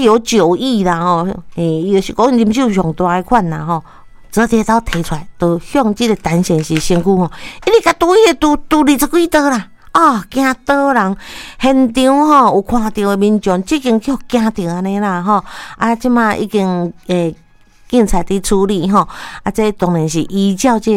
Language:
Min Nan Chinese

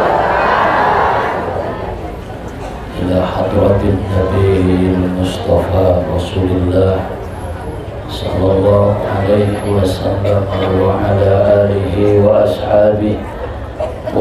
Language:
Batak Mandailing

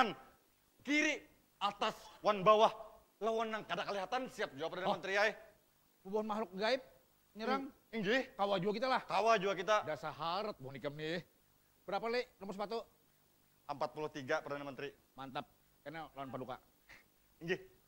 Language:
Banjar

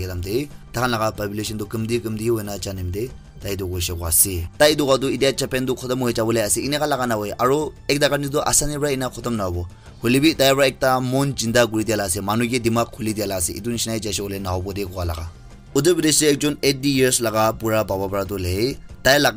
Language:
Naga Pidgin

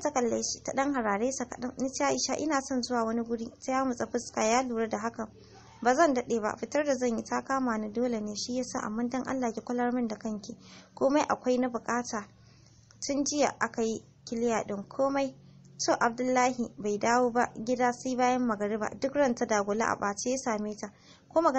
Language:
Hausa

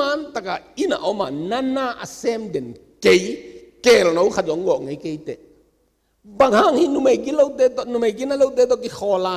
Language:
Tedim Chin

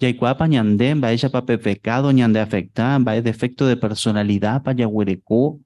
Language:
Guarani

